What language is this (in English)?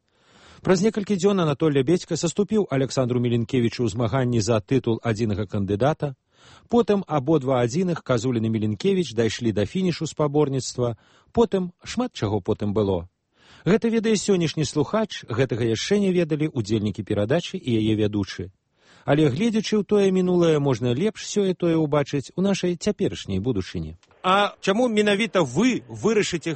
Belarusian